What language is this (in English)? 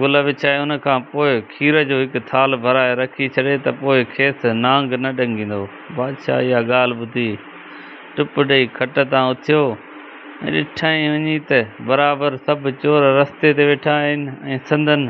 Sindhi